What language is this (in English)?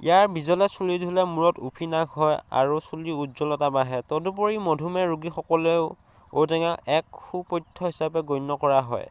Assamese